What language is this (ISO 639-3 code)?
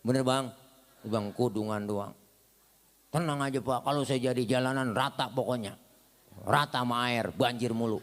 bew